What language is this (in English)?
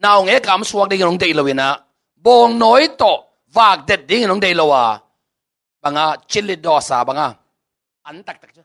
Tedim Chin